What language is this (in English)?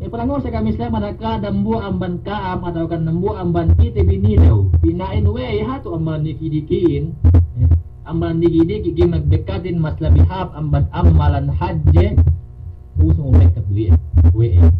Yakan